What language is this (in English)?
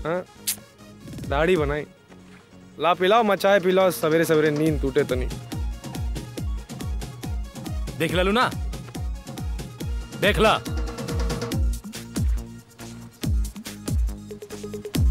Bhojpuri